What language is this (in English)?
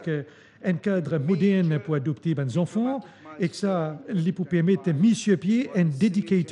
Morisyen